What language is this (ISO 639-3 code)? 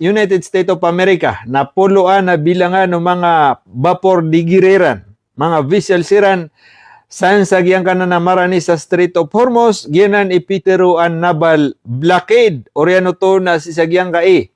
mrw